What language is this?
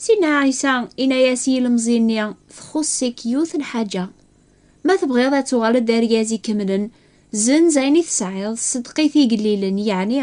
Kabyle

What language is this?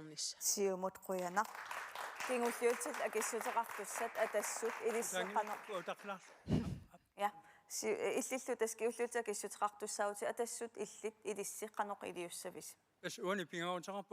Kalaallisut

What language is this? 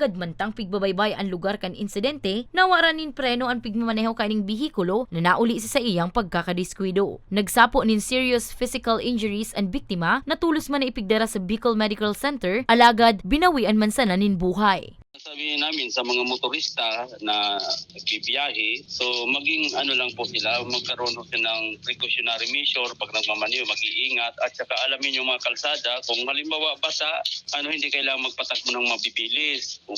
Bikol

